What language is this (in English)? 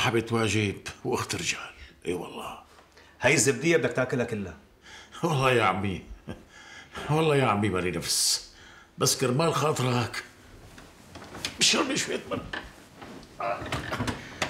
North Levantine Arabic